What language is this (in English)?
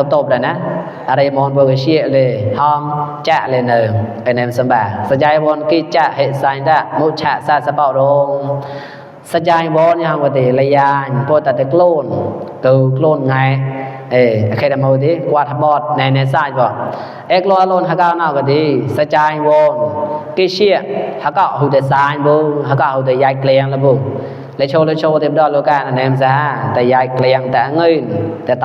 Mon